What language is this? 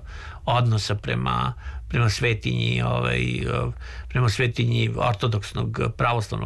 Serbian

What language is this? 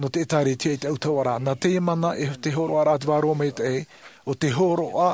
Tahitian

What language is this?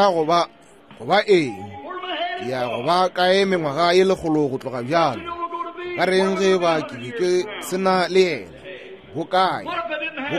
Northern Sotho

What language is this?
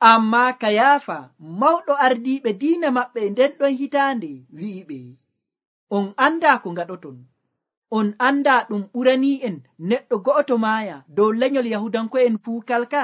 Nigerian Fulfulde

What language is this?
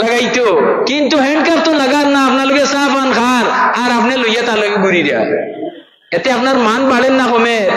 Sylheti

